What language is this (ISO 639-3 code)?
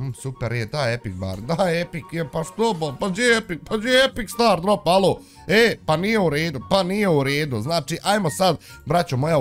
bos